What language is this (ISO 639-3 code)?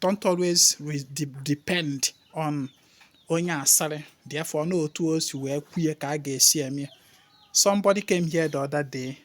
ibo